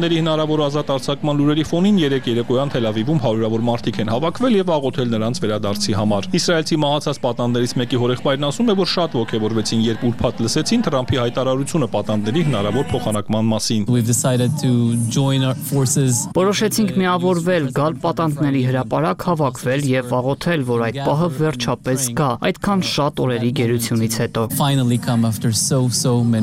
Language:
Armenian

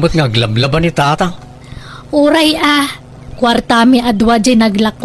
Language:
Iloko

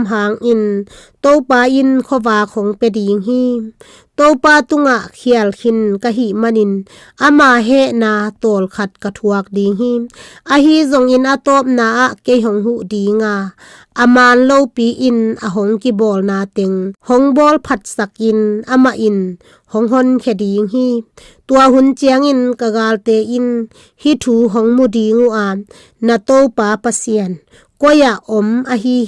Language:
Tedim Chin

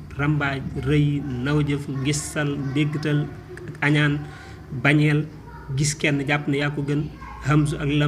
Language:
Wolof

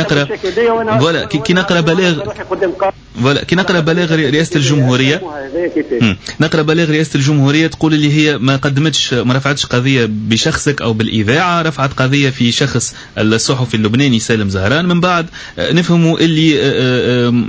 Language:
Tunisian Arabic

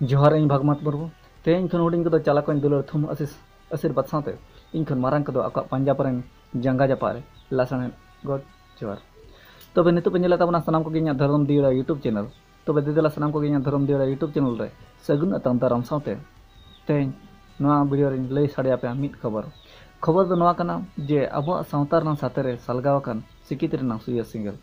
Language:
Santali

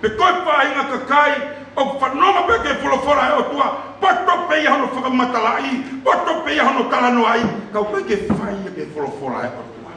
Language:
Tongan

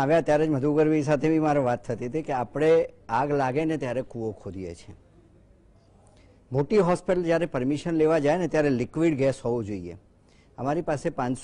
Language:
Gujarati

